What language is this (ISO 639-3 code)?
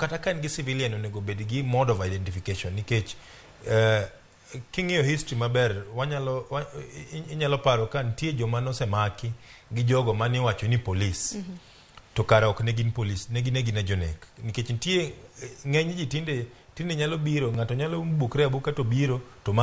luo